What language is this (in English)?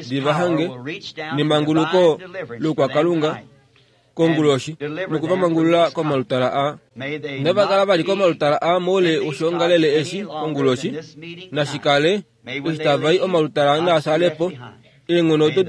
Kuanyama